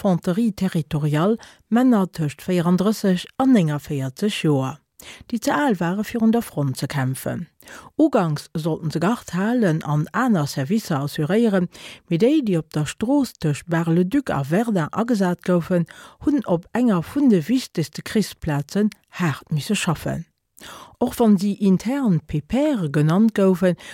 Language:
Luxembourgish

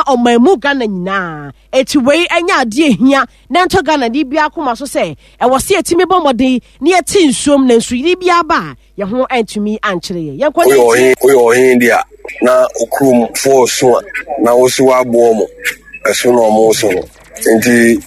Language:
Akan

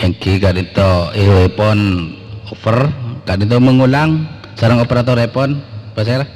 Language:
Madurese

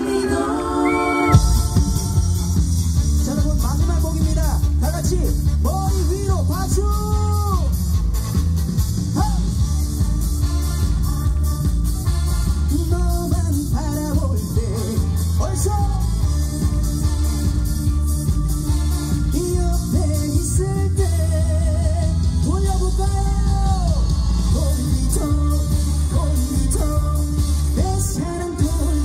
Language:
Korean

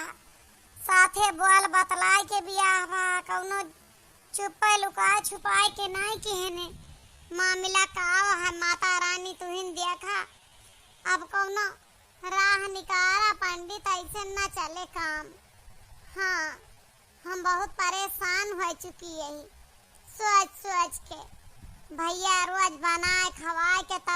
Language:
Awadhi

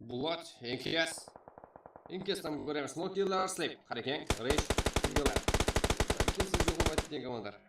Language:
Kara-Kalpak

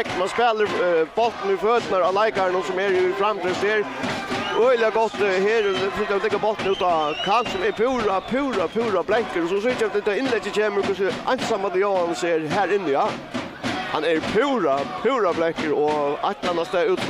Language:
Faroese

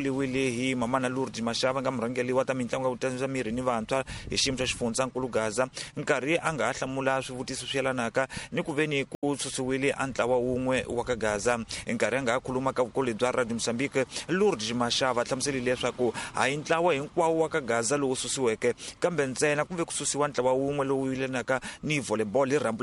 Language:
Tsonga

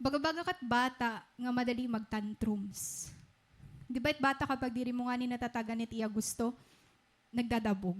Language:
Waray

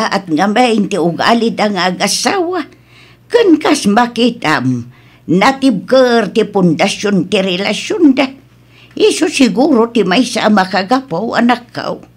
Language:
Iloko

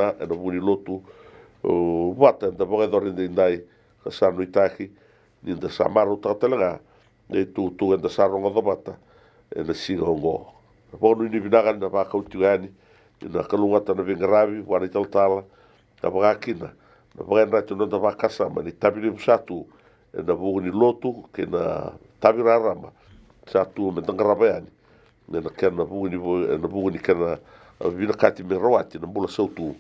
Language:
Fijian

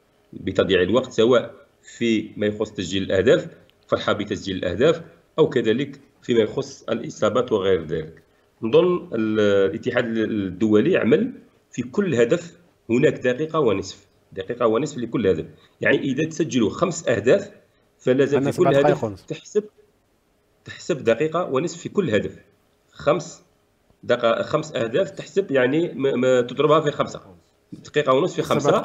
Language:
Algerian Arabic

